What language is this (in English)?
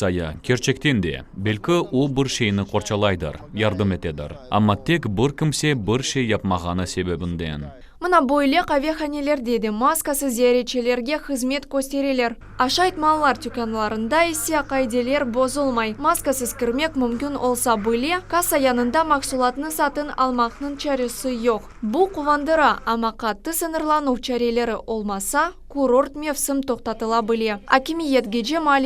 Crimean Tatar